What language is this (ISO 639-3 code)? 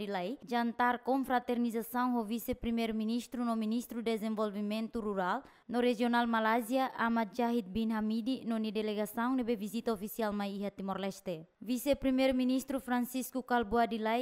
tet